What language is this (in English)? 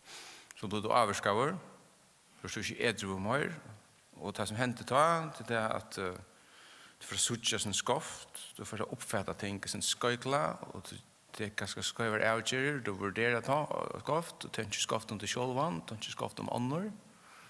Faroese